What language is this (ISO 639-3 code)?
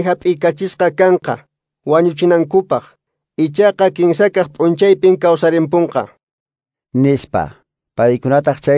que